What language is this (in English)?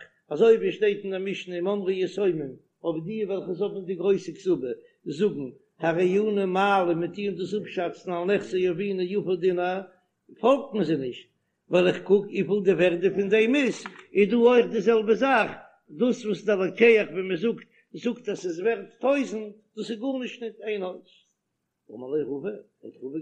Yiddish